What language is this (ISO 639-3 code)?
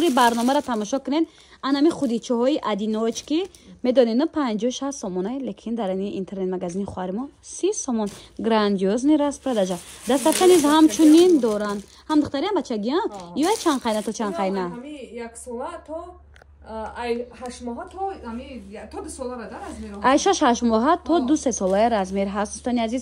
tgk